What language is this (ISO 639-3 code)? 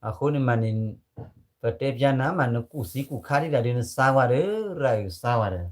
ksw